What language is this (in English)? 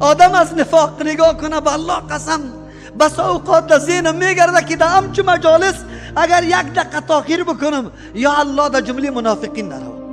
Persian